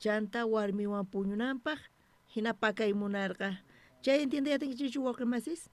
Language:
South Bolivian Quechua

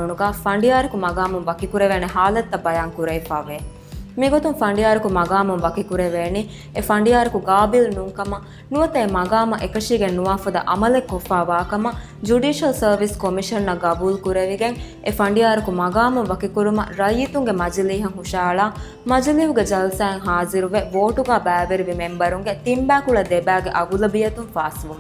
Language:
Divehi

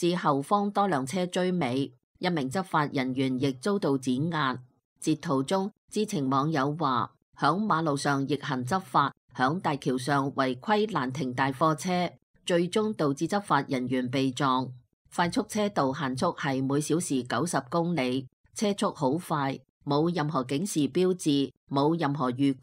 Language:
Cantonese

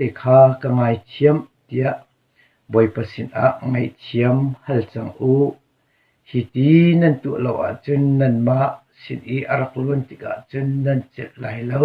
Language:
Hakha Chin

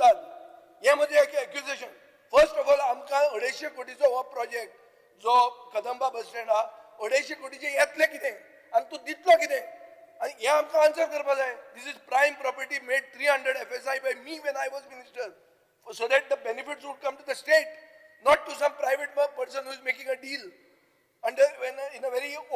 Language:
Konkani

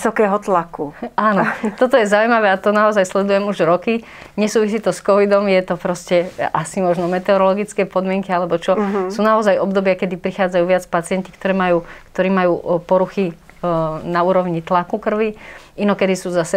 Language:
Slovak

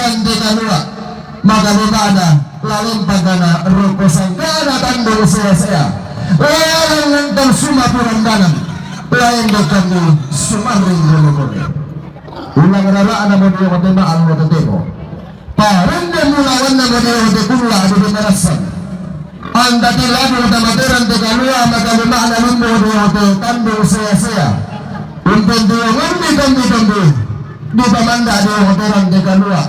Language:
Toraja-Sa'dan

